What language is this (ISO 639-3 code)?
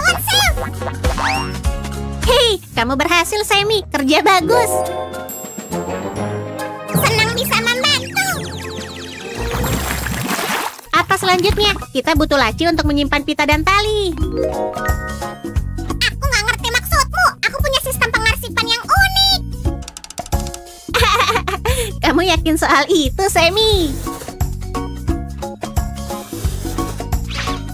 ind